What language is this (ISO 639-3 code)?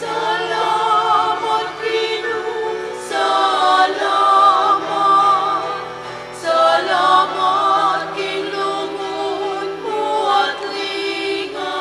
pam